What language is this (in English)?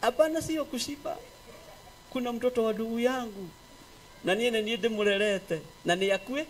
Kikuyu